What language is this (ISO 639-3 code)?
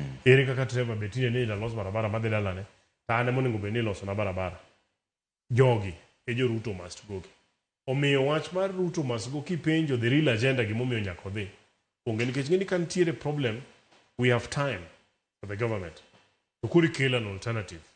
luo